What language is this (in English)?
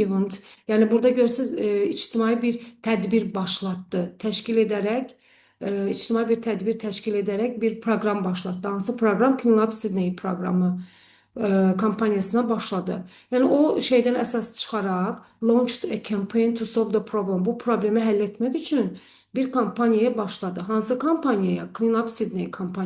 Azerbaijani